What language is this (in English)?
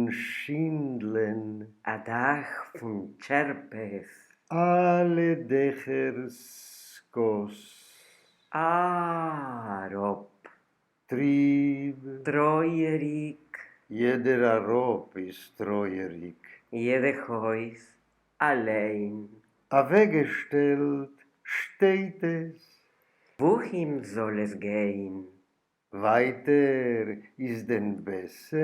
Yiddish